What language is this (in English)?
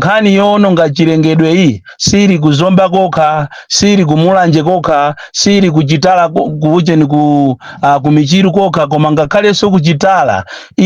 Nyanja